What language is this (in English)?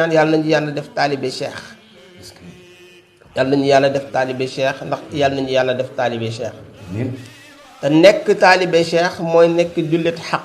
Wolof